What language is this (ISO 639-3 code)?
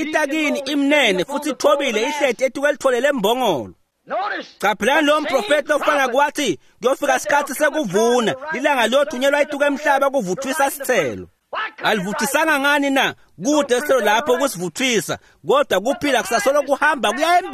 ssw